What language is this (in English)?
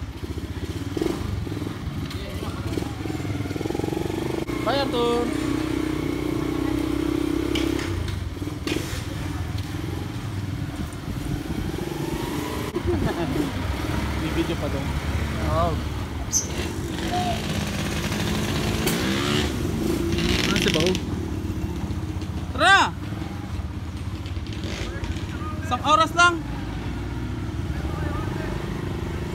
Filipino